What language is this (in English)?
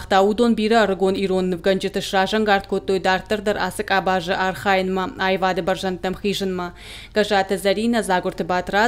Ossetic